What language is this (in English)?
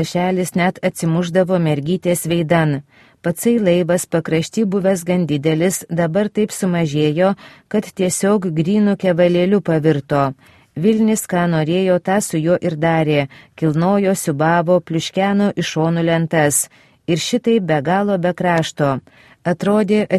Lithuanian